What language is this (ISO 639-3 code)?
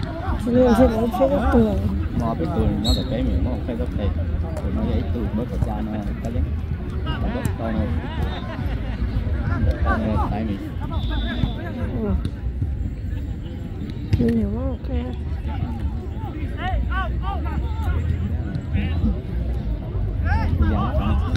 vie